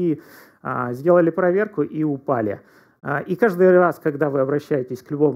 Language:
Russian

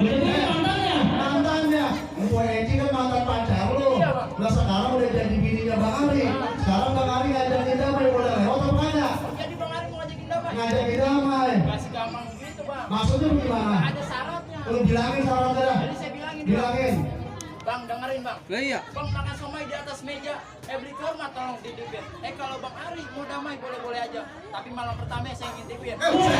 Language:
Betawi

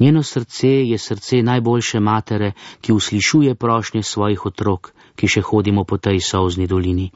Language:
Slovenian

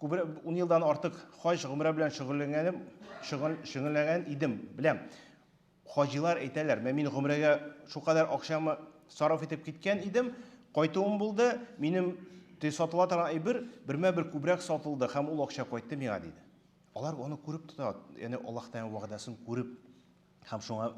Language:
Tatar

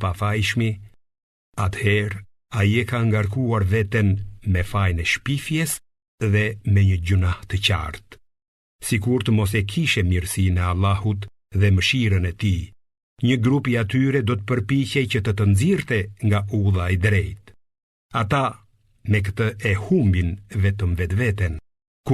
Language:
Albanian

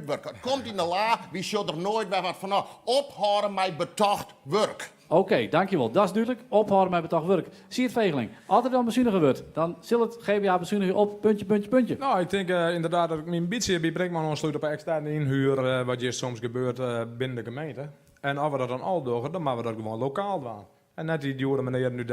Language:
Western Frisian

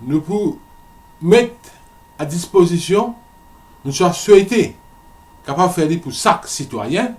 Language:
Morisyen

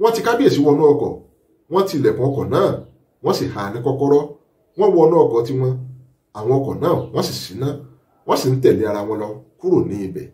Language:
Yoruba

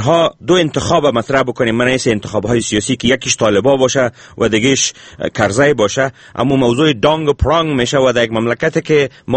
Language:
Persian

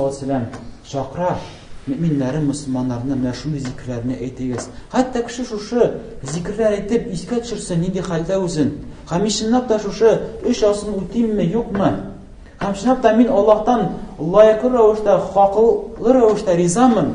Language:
Tatar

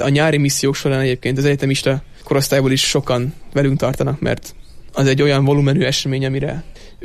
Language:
Hungarian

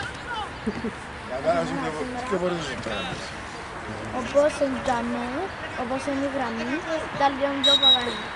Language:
Greek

